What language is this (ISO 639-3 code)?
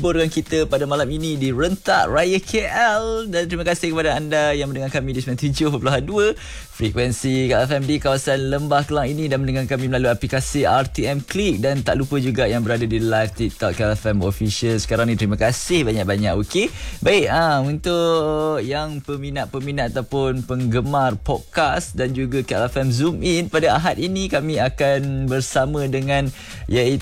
msa